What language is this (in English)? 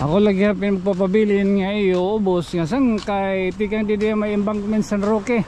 Waray